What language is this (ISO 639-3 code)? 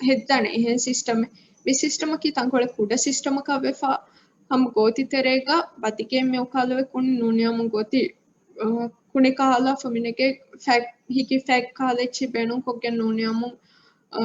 div